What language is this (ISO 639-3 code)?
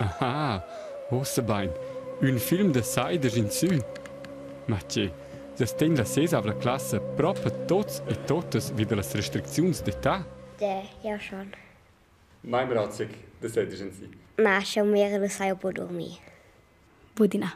roh